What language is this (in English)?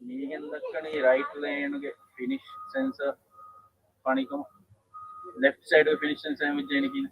Divehi